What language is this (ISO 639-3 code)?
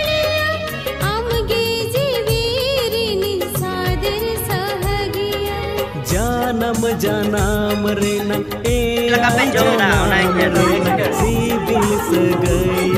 sat